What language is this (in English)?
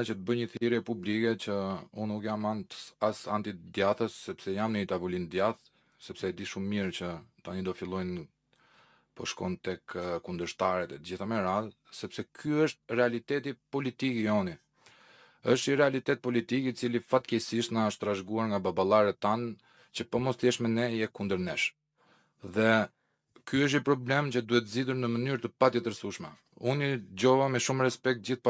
Albanian